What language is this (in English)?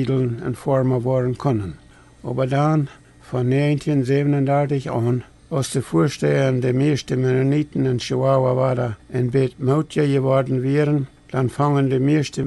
Plautdietsch